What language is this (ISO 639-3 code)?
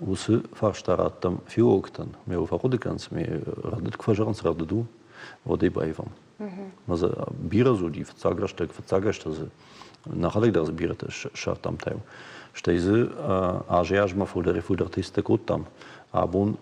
oss